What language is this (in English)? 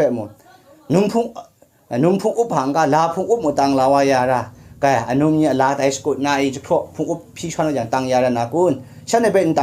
Kachin